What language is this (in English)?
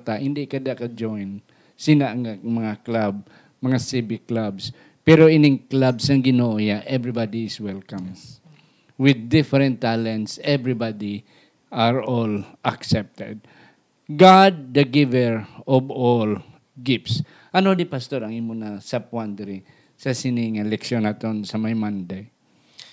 Hiligaynon